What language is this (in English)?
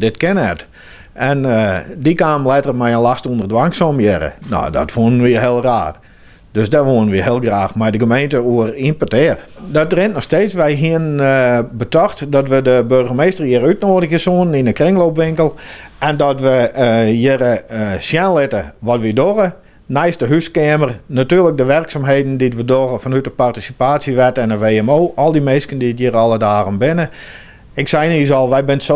Western Frisian